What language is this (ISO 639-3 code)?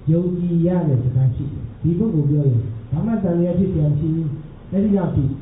mya